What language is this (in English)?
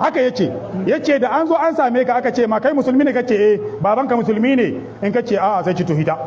Hausa